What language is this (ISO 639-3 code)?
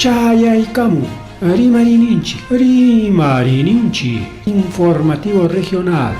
quy